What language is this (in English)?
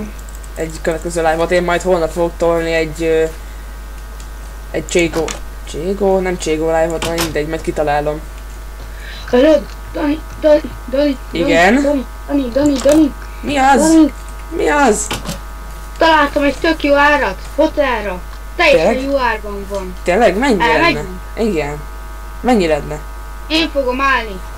Hungarian